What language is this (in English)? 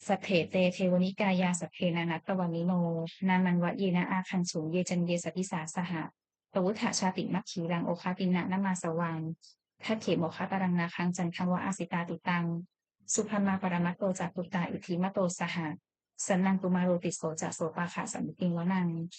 Pali